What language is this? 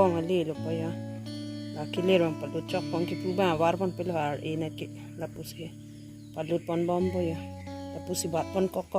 Karbi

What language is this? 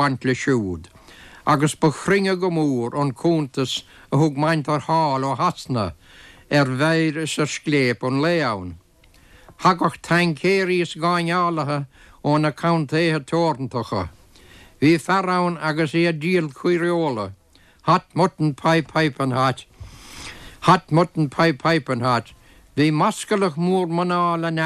Irish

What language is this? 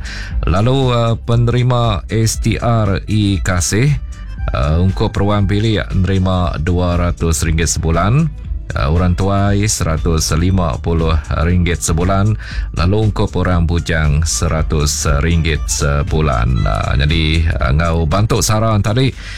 Iban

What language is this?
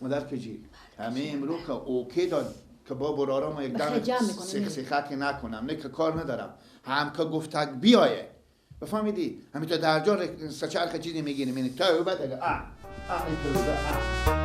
Persian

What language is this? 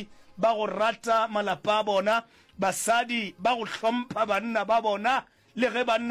Northern Sotho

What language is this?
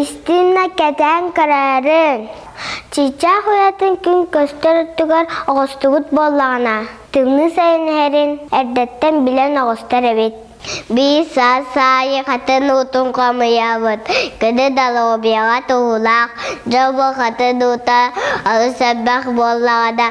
Yakut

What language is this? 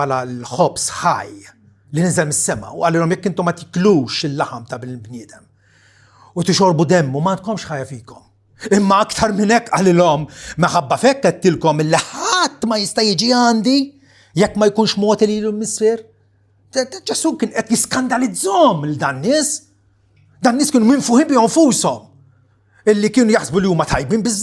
Maltese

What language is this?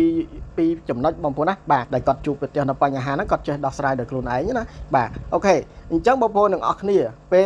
Khmer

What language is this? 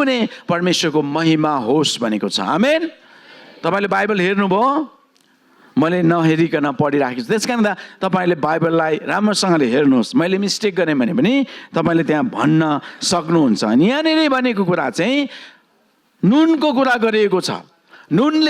Nepali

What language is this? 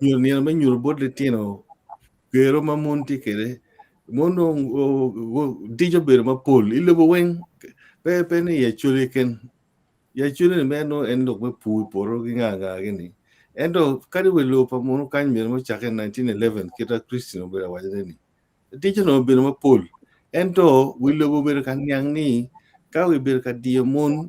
Acoli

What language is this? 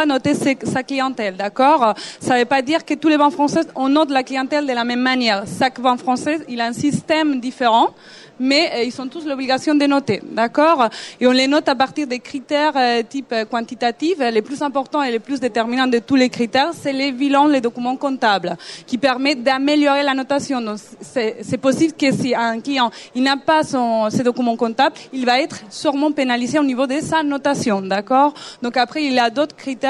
French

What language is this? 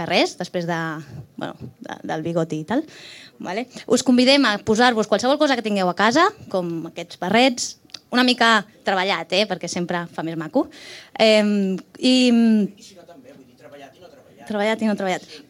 Catalan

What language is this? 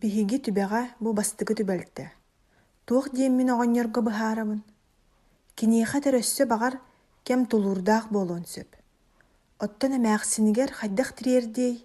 Yakut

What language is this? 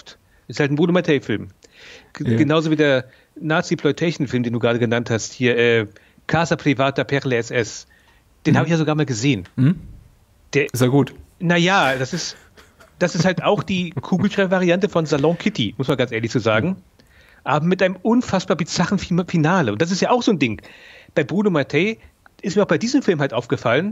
German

